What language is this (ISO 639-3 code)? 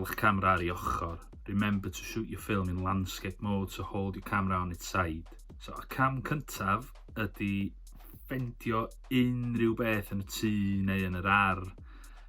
cym